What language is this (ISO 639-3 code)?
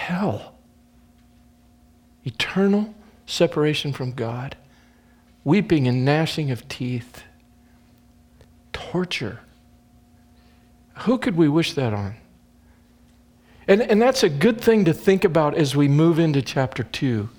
eng